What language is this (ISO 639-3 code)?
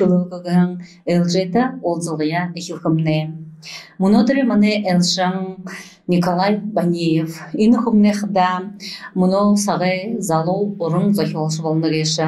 bua